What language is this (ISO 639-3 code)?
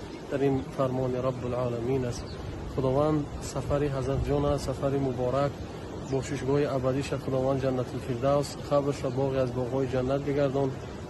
fas